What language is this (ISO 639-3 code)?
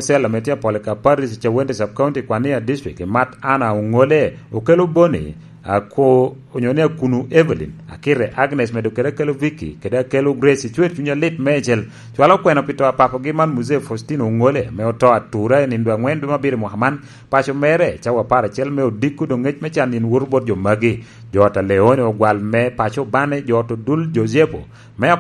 laj